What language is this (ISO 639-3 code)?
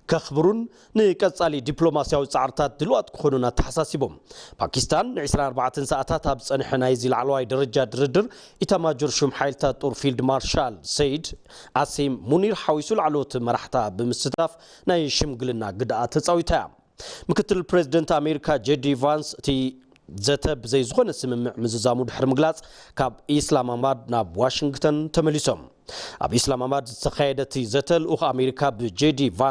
tir